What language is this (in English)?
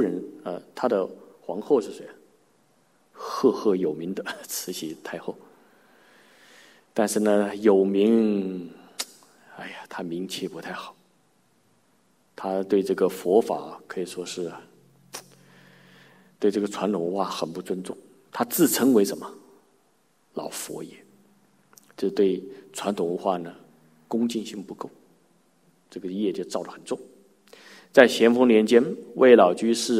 Chinese